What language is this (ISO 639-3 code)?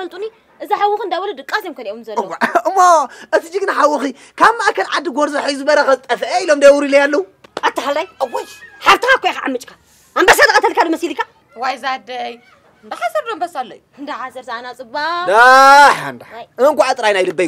tir